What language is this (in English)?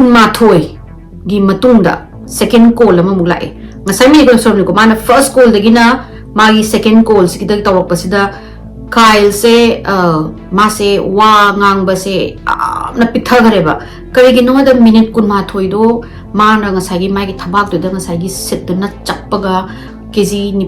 Manipuri